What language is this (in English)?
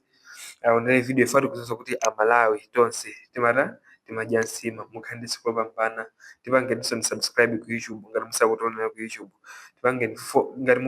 Nyanja